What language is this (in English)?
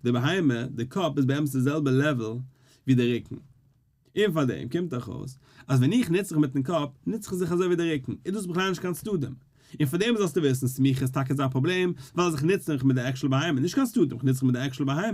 Yiddish